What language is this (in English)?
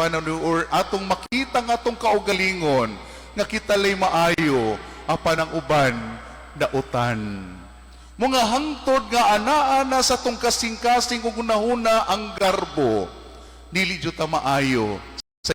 Cebuano